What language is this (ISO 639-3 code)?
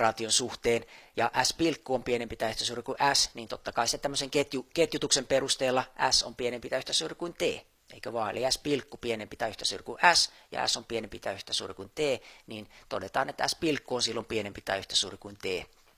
fin